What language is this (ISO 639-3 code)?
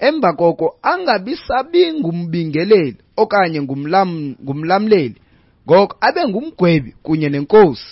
xho